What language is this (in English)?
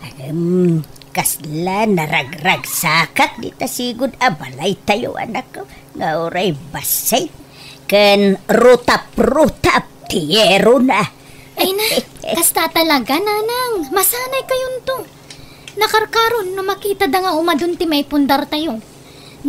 Iloko